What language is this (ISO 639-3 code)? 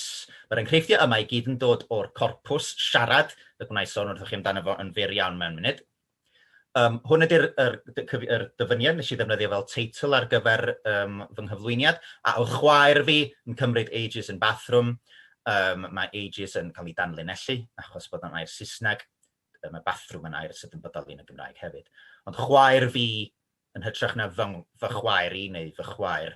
cym